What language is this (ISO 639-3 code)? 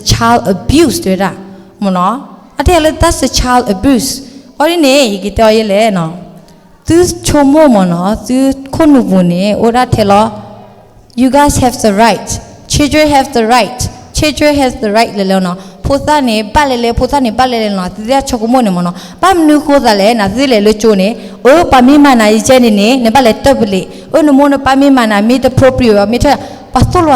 ksw